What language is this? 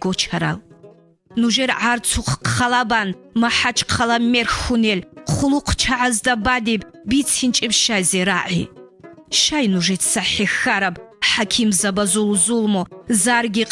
Avaric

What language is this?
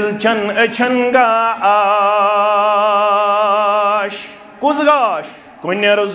Kashmiri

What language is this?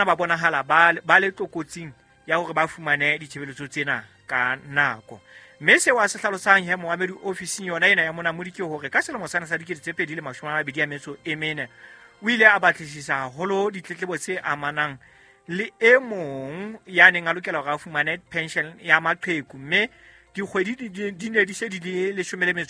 Southern Sotho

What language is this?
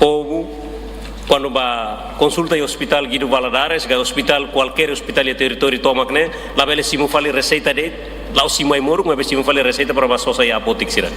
Tetum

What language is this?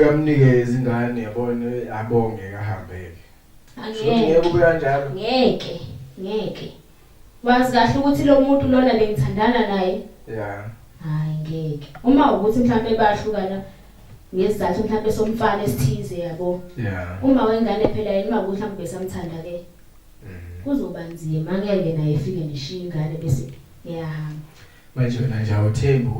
Zulu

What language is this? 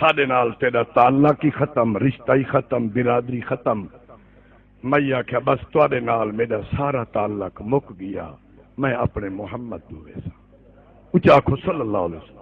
Saraiki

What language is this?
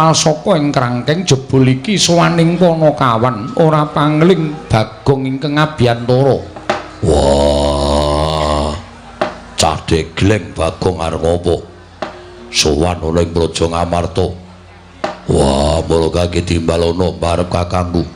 Javanese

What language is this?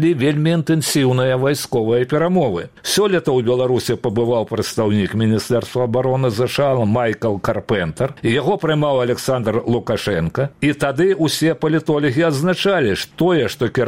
Belarusian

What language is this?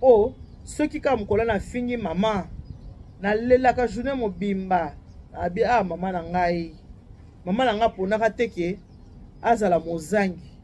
Lingala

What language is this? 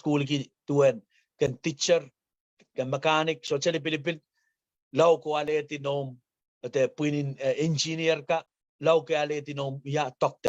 Pohnpeian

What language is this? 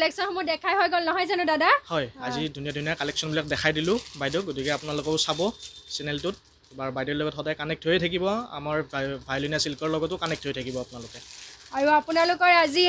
Assamese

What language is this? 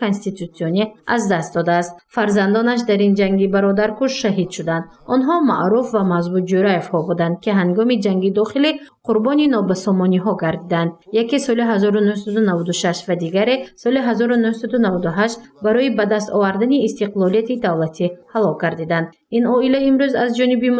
Tajik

